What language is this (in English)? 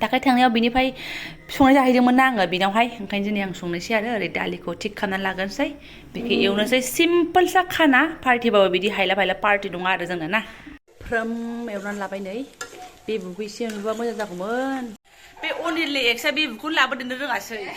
Bodo